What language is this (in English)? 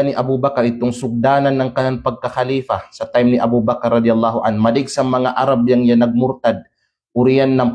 Kalagan